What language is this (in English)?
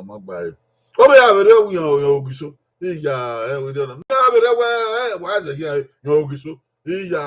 Bini